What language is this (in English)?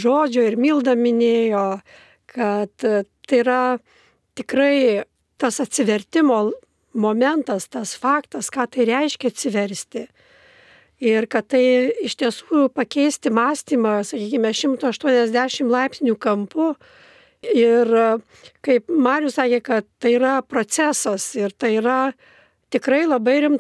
Lithuanian